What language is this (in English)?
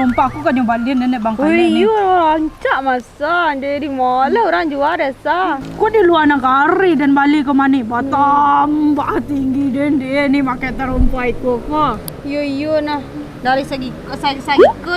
Minangkabau